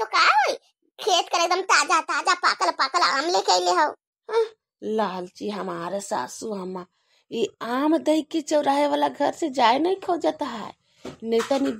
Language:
Bhojpuri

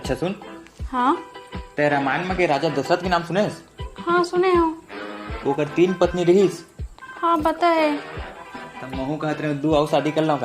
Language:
Chhattisgarhi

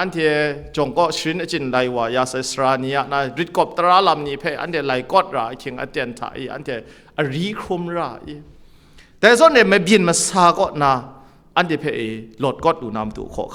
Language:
Kachin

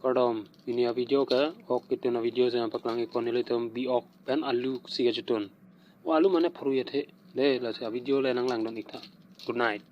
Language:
Karbi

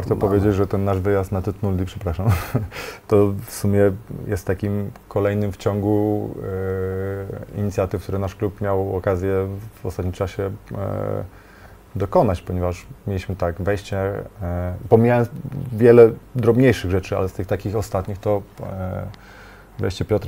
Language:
Polish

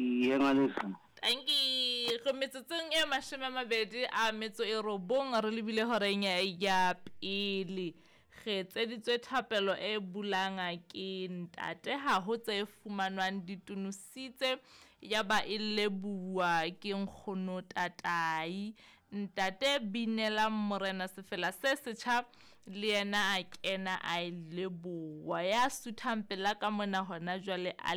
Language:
Southern Sotho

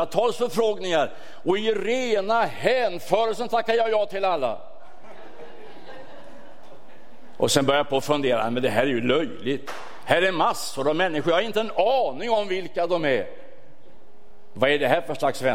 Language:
Swedish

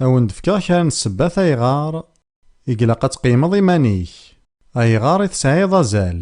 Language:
Kabyle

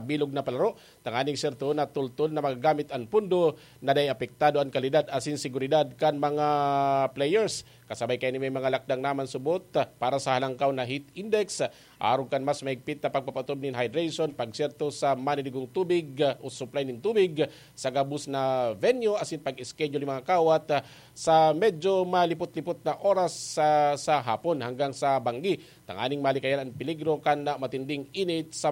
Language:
Bikol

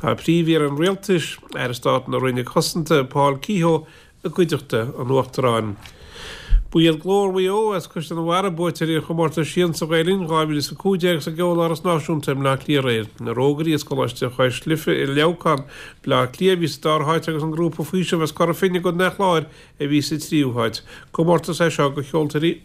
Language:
Irish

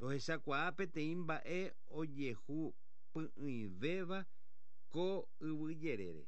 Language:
Guarani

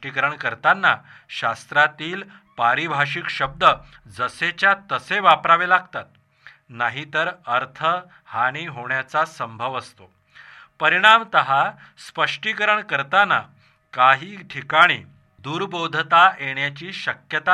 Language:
Marathi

